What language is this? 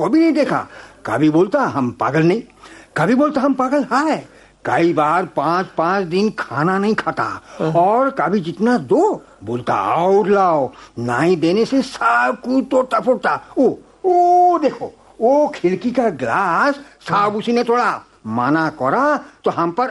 Hindi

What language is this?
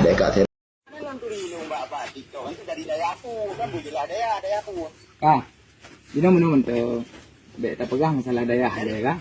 Achinese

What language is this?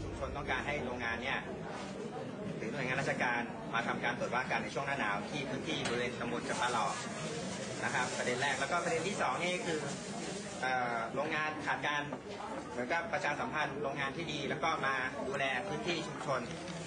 Thai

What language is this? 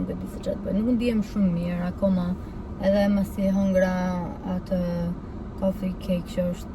Albanian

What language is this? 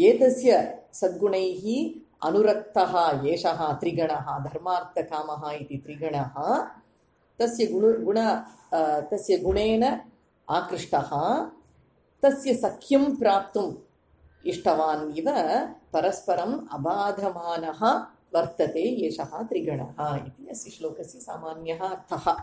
Sanskrit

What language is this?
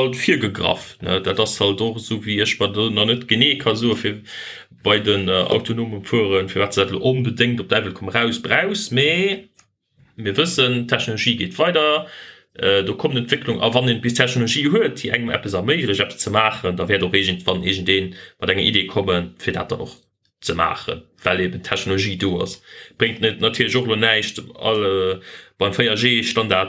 Luxembourgish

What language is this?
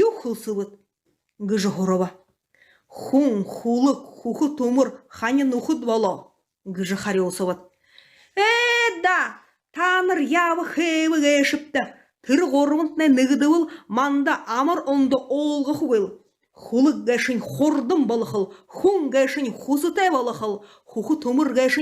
Buriat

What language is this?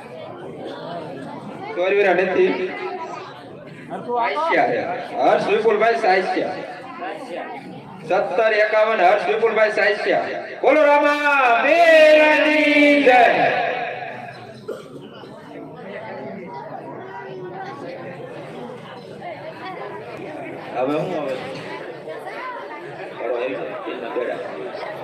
Gujarati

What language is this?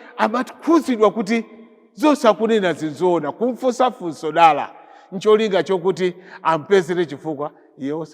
Nyanja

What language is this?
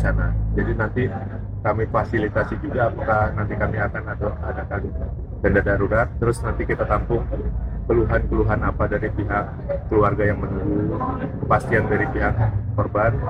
Indonesian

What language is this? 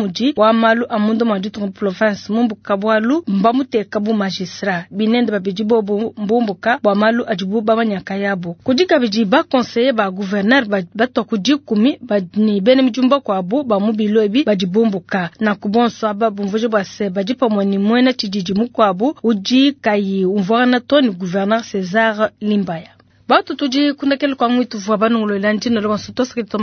Luba-Lulua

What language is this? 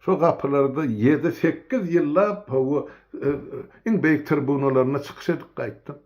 Turkmen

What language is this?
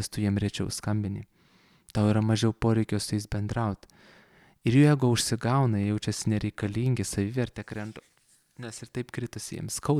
Lithuanian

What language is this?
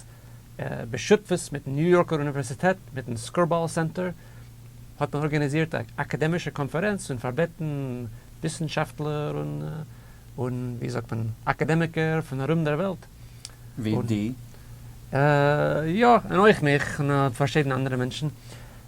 Yiddish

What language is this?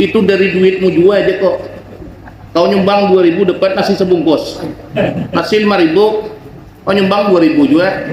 Banjar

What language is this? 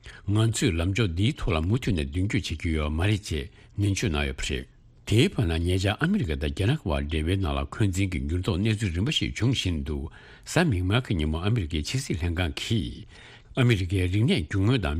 Tibetan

